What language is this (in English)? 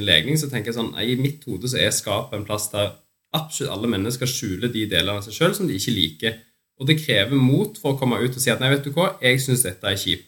Norwegian